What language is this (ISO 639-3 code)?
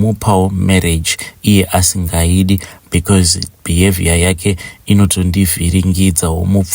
sna